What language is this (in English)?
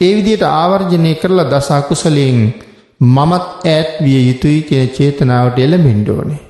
Sinhala